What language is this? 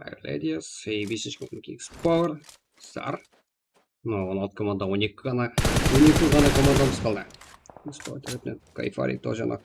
Kara-Kalpak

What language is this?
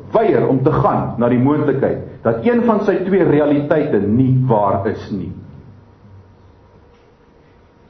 Afrikaans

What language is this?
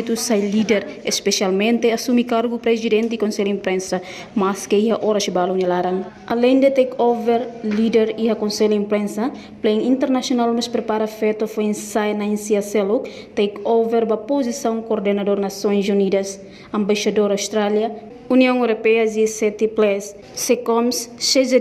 Tetum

